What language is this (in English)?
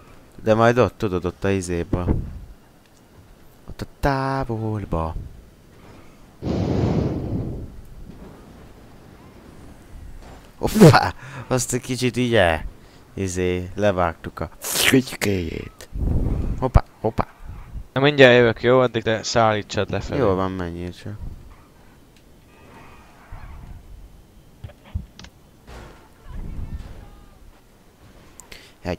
Hungarian